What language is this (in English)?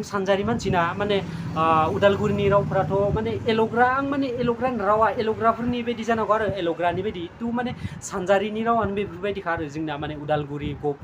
Bodo